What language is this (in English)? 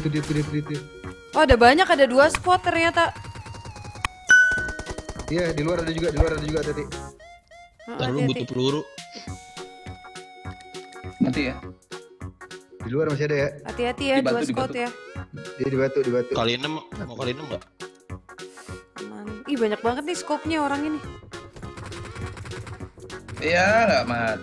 Indonesian